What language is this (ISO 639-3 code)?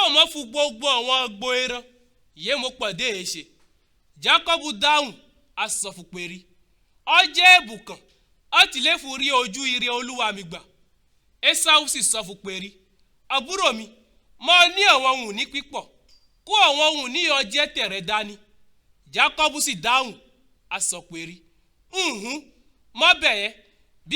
yor